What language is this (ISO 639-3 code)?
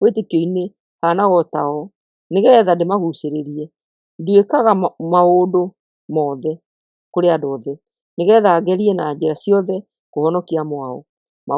kik